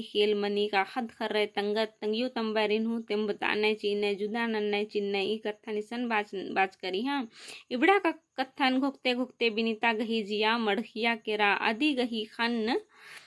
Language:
Kurukh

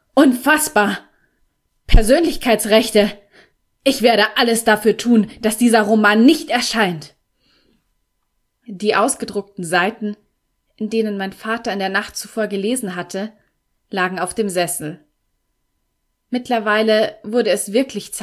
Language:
German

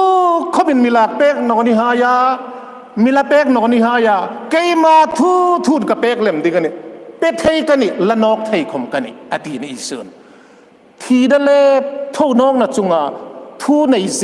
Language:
Hmar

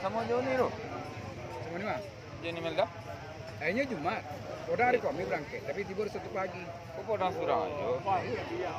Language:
Minangkabau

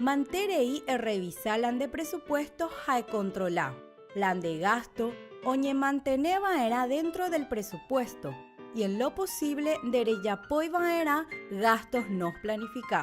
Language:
Guarani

